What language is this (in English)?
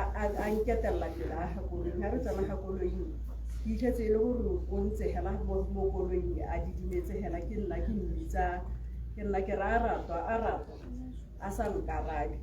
Tswana